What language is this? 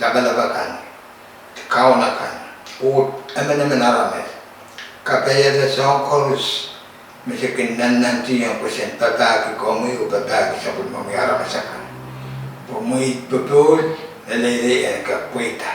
Pohnpeian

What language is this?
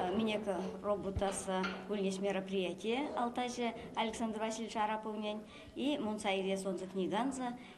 Erzya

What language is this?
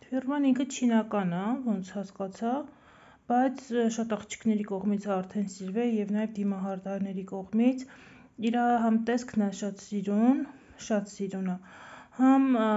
Armenian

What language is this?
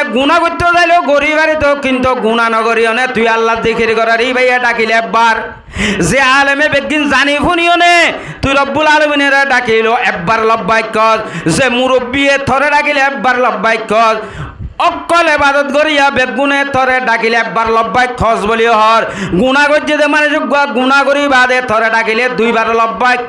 Rohingya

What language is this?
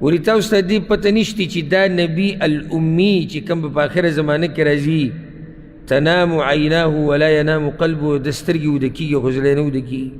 Pashto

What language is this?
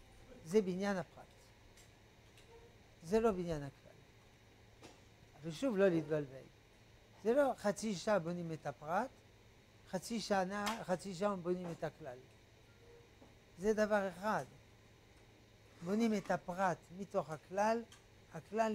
Hebrew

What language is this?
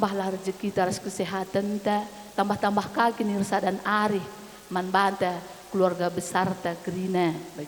Batak Karo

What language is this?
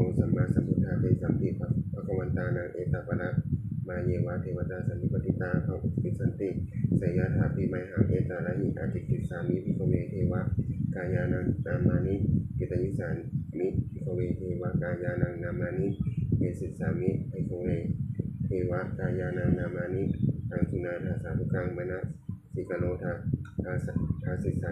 Pali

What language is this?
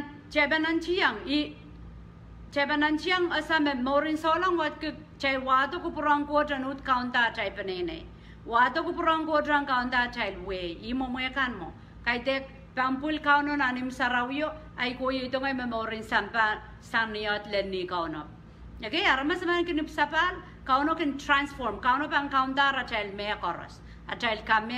Pohnpeian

